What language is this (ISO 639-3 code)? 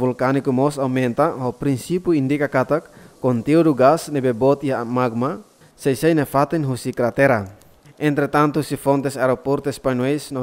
tet